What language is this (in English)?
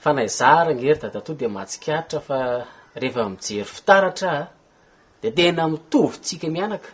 Malagasy